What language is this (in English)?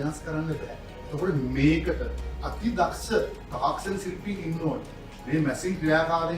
Sinhala